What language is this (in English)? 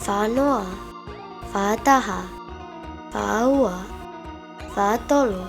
Tongan